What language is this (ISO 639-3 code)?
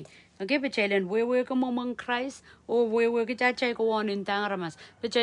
pon